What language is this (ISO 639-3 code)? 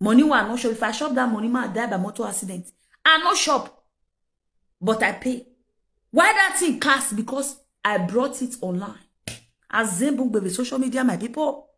pcm